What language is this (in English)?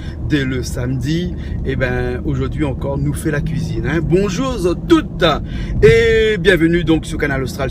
Réunion Creole French